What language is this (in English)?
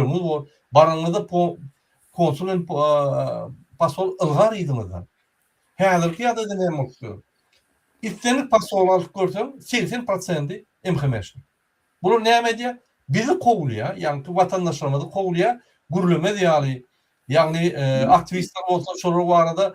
Turkmen